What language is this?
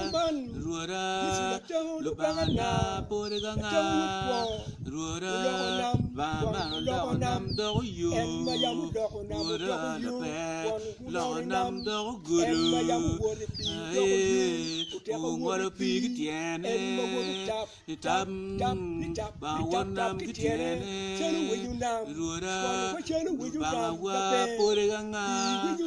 Acoli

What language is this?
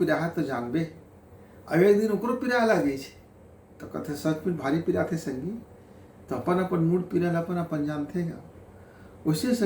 Chhattisgarhi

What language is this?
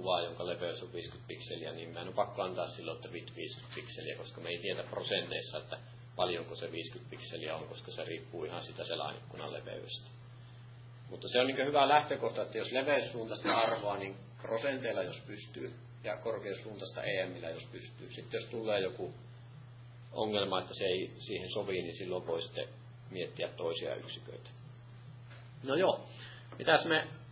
Finnish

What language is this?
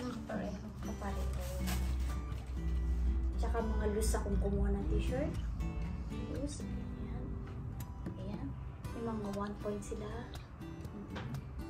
Filipino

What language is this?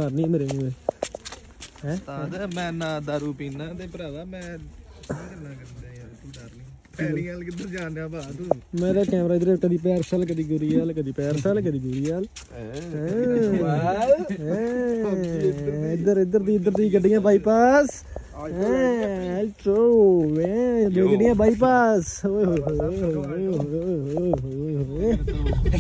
Punjabi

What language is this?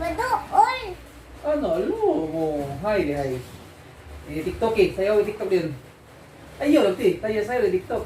Cebuano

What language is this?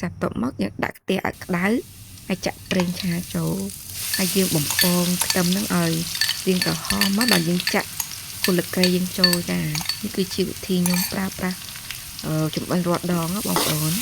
Khmer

